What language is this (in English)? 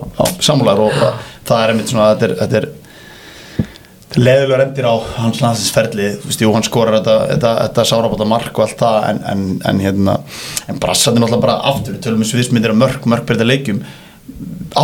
Icelandic